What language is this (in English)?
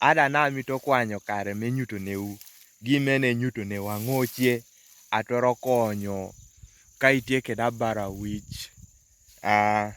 Kumam